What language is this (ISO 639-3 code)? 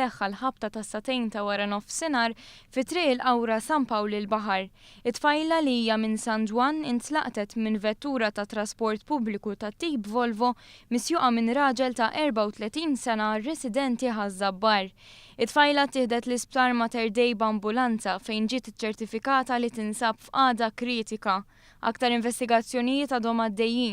mlt